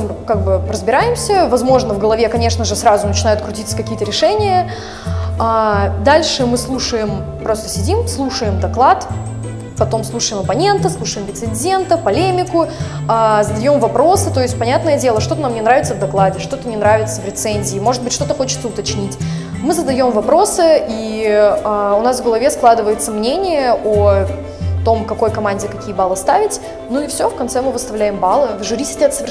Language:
Russian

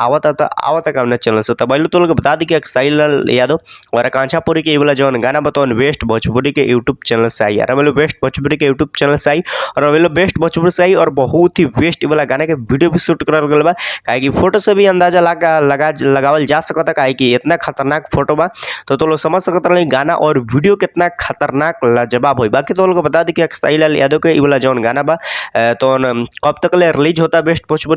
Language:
Bhojpuri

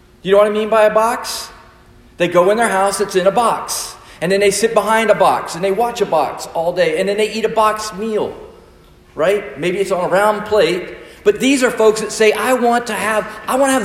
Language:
English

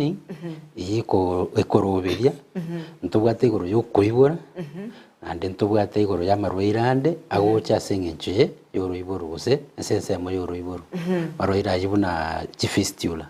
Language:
Gusii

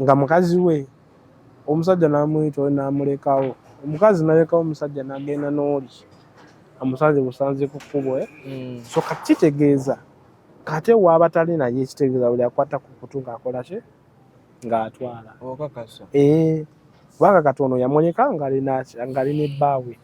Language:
Ganda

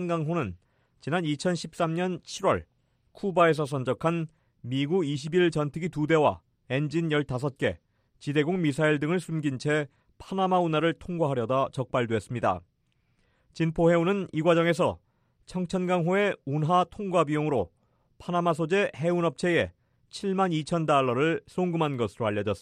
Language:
Korean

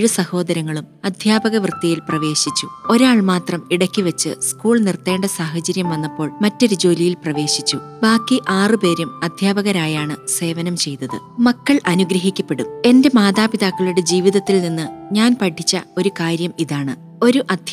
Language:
Malayalam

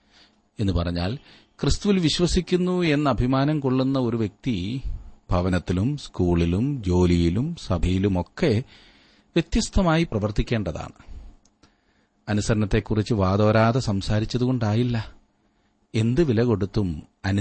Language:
Malayalam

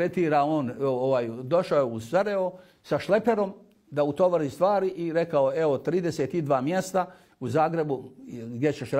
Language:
Bosnian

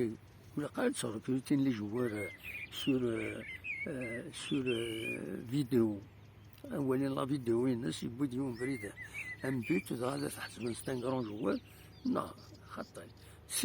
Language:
Kabyle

